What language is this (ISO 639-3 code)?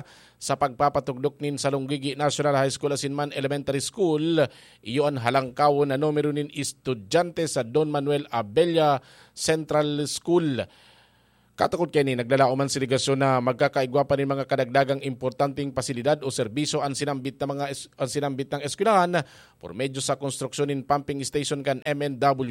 bik